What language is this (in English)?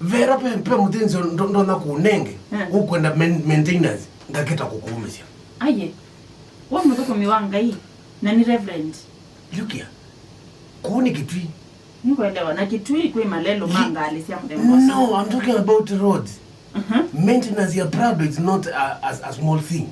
Kamba